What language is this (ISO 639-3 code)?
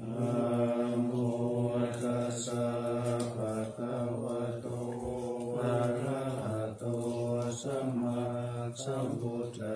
pli